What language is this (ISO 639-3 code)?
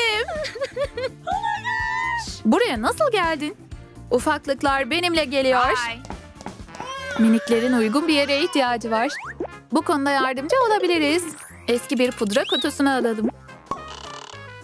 tur